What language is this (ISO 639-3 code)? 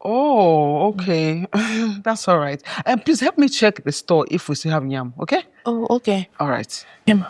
pcm